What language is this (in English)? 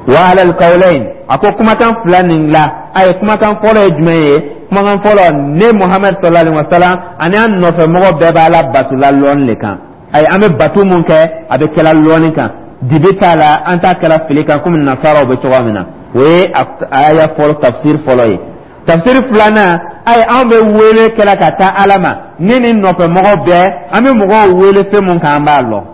Dyula